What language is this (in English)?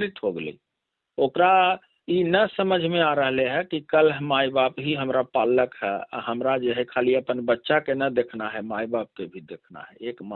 Magahi